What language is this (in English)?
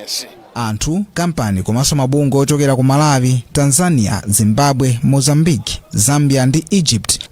Nyanja